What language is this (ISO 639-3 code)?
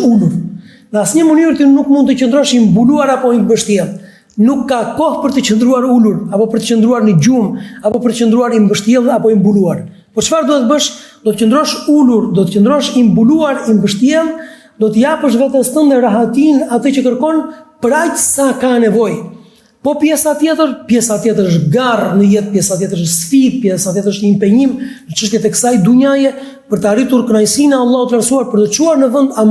sqi